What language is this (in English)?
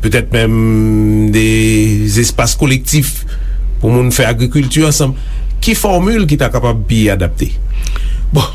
Haitian Creole